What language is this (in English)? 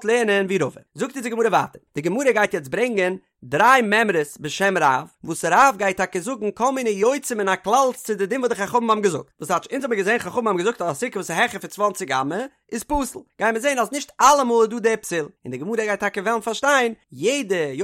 Yiddish